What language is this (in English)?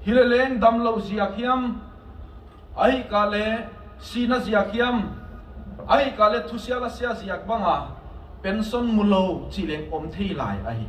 Tedim Chin